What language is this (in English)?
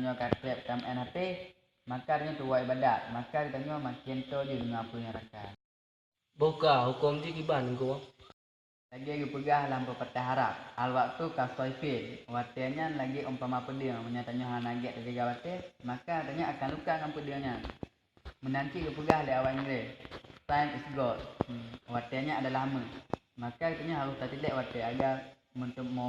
Achinese